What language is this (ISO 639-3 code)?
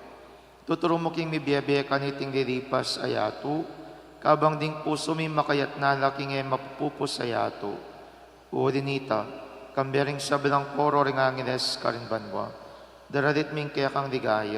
pam